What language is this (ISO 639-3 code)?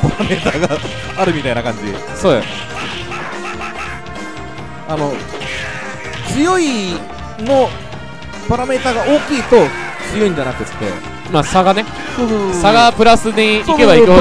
jpn